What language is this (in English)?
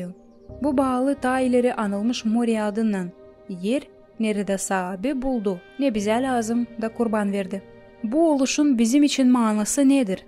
Gagauz